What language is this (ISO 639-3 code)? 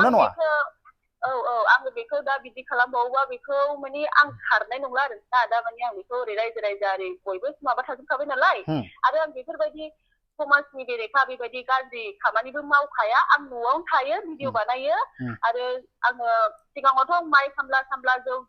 brx